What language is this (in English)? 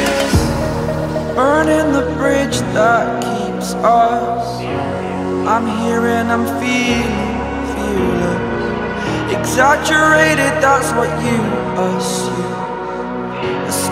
English